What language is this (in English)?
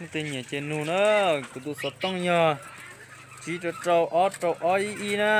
Hmong